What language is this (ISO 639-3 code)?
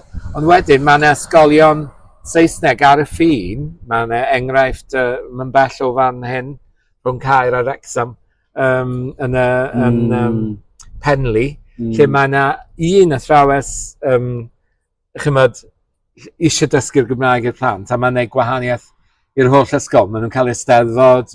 cym